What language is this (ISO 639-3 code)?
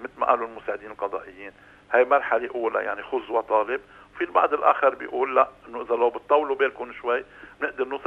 apc